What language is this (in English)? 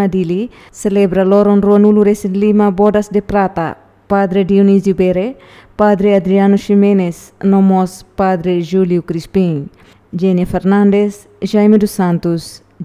Tetum